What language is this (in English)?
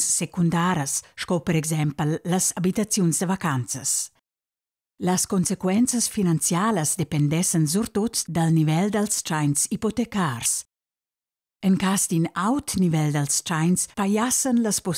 Romansh